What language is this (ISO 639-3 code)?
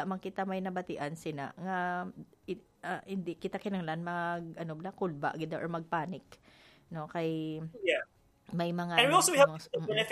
hil